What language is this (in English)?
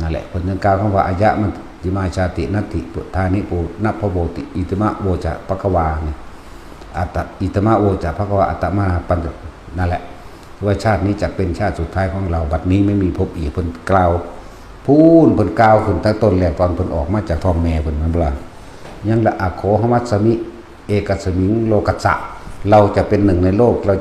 Northeastern Thai